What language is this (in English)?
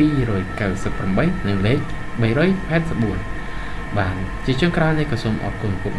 Khmer